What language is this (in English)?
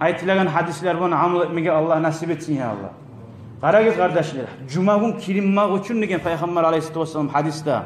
Kumyk